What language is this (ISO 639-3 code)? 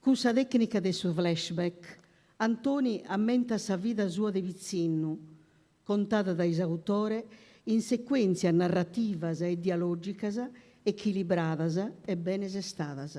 srd